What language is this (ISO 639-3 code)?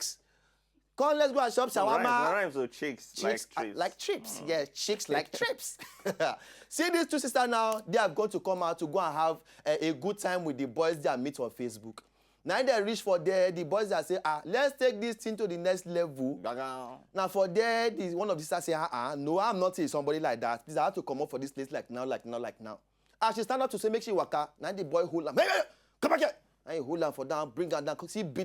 pcm